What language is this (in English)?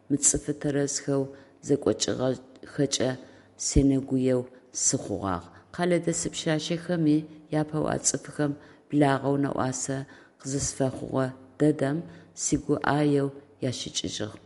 Adyghe